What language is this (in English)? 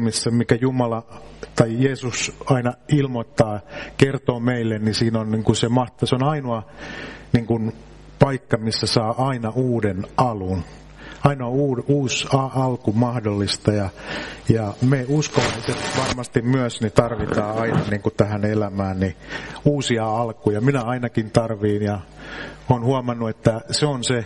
Finnish